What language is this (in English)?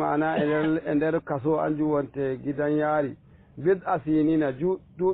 Fula